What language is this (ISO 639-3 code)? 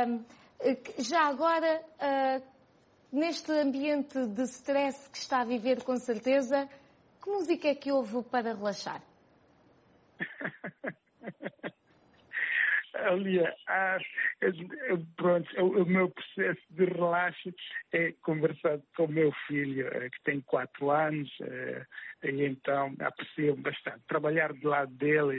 por